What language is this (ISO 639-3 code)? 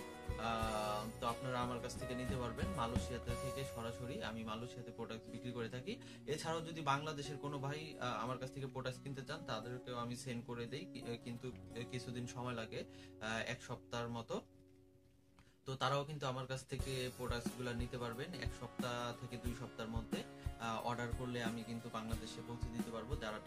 ben